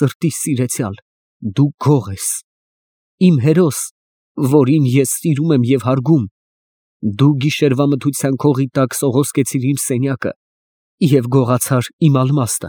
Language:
Armenian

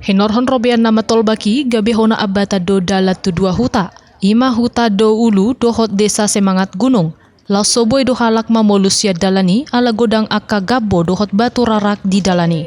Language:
Batak Toba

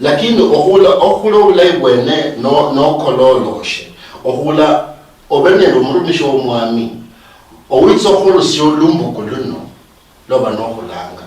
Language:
Luyia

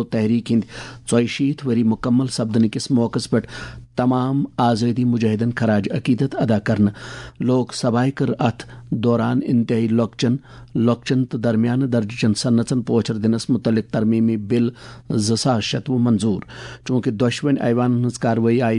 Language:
Kashmiri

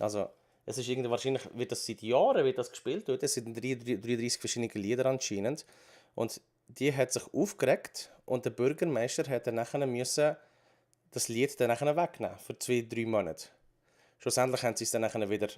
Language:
Swiss German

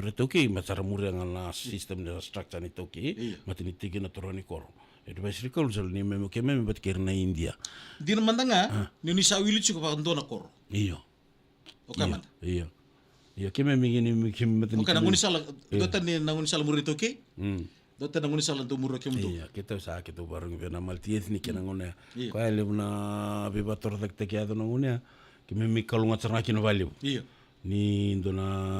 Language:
Fijian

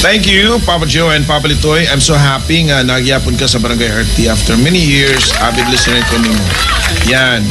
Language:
Cebuano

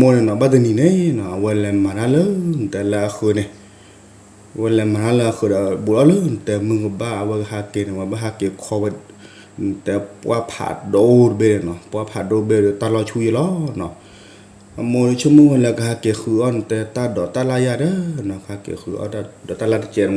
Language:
S'gaw Karen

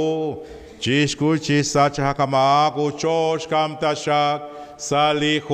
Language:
Kekchí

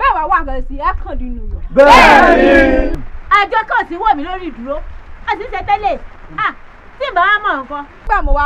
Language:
Yoruba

